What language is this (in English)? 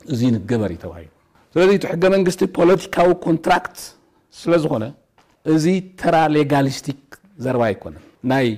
Tigrinya